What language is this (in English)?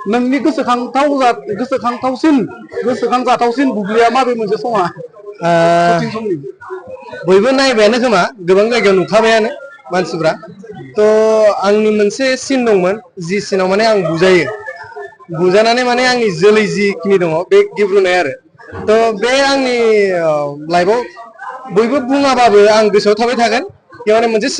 Bodo